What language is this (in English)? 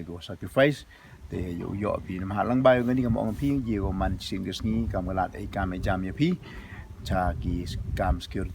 Pnar